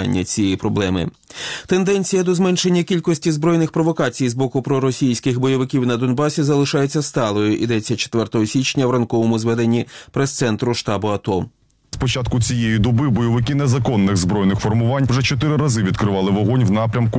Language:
Ukrainian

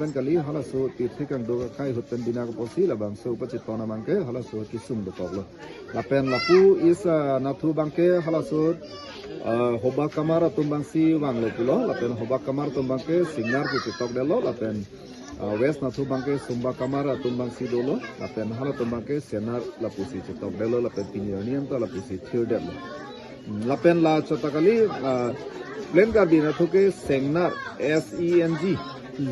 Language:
Karbi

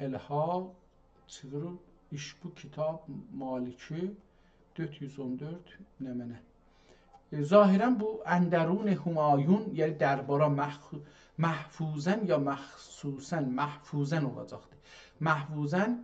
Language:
South Azerbaijani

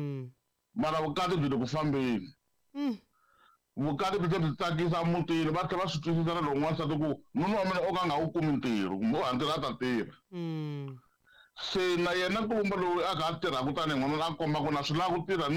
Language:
Tsonga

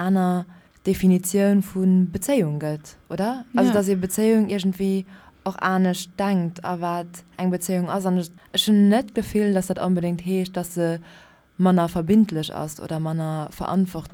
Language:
Luxembourgish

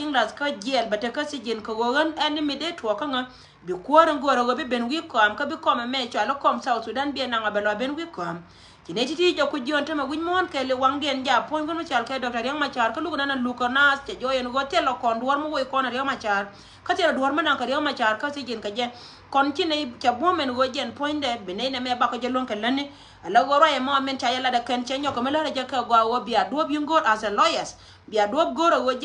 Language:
Nuer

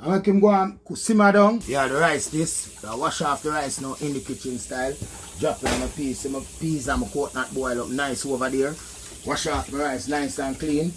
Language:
Jamaican Creole English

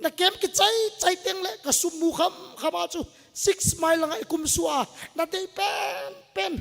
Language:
Thado Chin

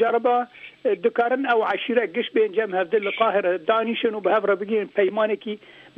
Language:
Kurdish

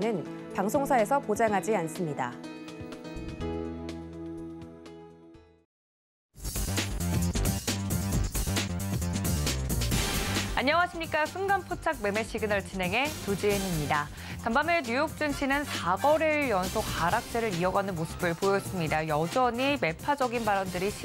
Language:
Korean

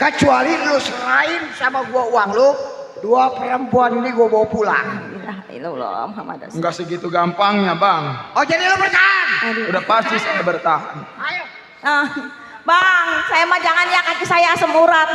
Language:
Betawi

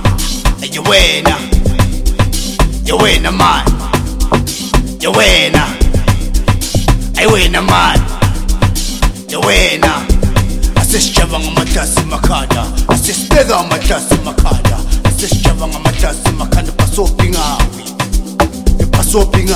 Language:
Zulu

